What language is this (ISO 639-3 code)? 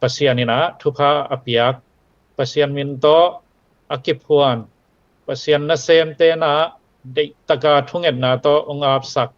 ctd